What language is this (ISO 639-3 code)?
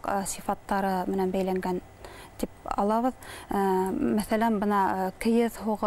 bak